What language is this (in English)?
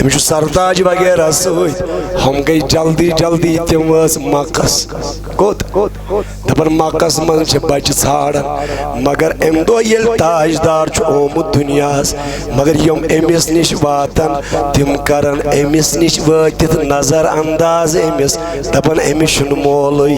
Kashmiri